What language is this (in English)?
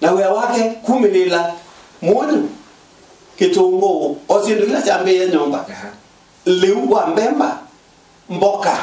Kamba